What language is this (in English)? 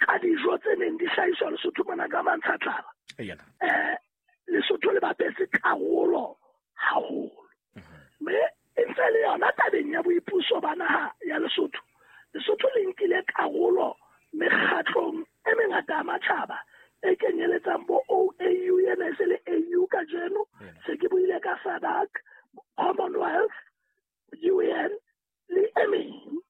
Southern Sotho